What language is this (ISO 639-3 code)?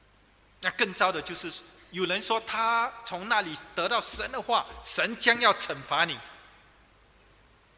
zho